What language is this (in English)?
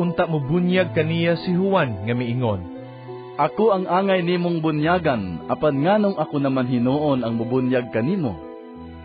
Cebuano